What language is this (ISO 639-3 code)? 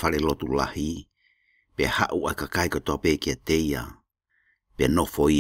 ton